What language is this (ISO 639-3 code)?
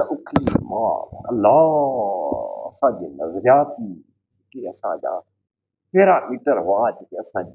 snd